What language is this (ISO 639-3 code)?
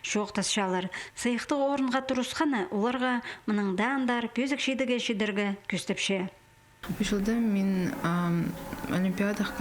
kjh